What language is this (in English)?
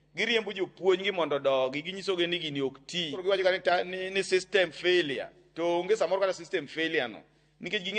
Luo (Kenya and Tanzania)